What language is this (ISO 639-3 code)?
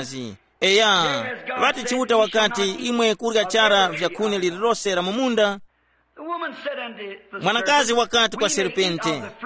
tum